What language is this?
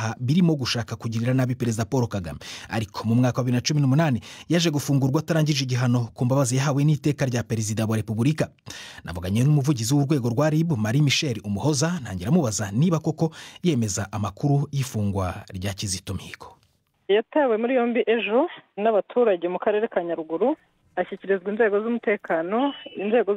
Kinyarwanda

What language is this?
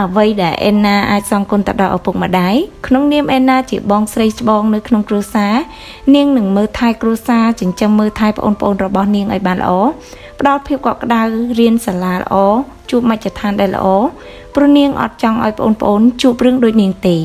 Khmer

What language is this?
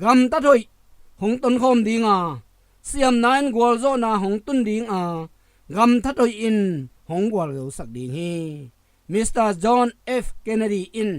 Tedim Chin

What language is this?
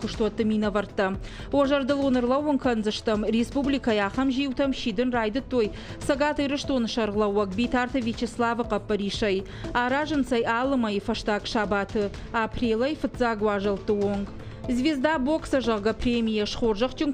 Ossetic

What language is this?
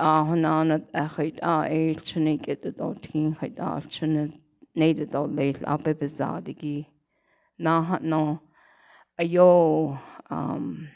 Navajo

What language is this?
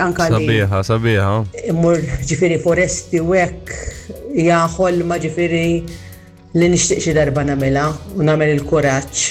Maltese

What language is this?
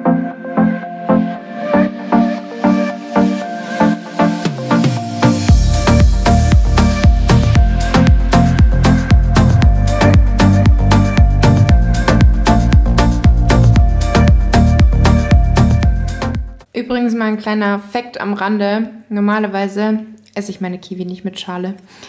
German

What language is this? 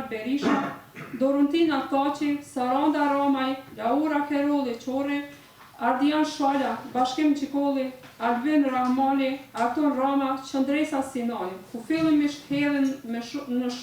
Albanian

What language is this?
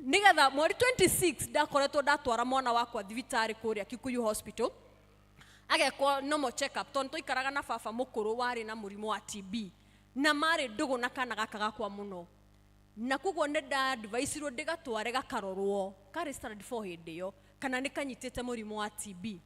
Kikuyu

